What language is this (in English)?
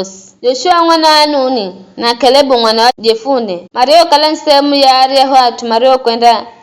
Giryama